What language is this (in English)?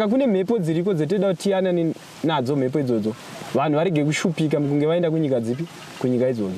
Shona